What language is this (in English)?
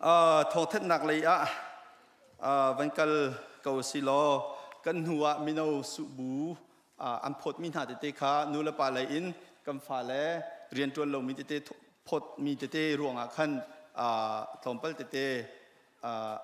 Hakha Chin